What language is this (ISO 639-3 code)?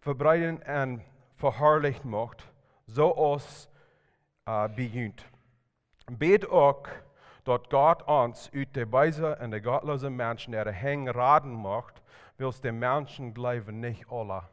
pdt